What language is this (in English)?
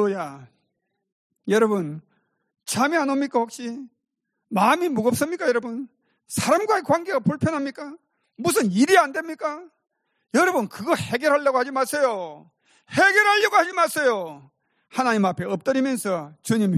Korean